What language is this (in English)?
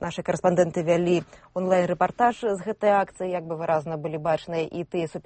Belarusian